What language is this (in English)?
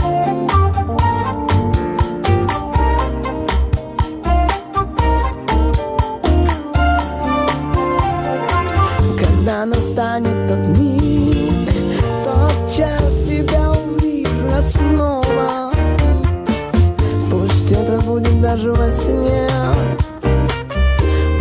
Russian